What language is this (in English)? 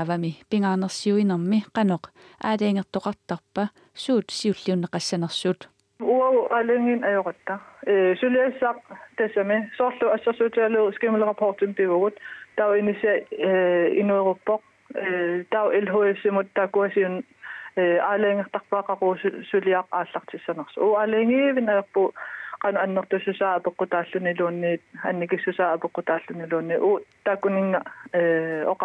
Kalaallisut